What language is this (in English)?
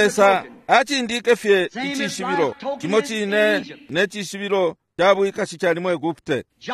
Bemba